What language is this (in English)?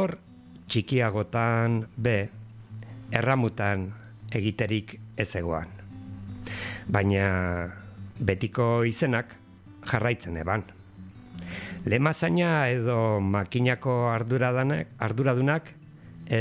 Basque